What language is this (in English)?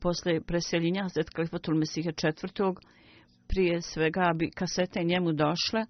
Bosnian